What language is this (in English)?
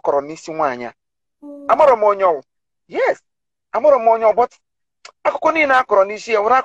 Igbo